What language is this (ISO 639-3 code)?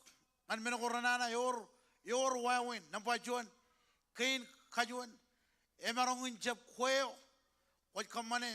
mah